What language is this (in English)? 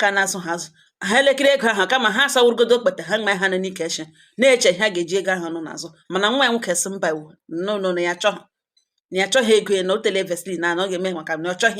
Igbo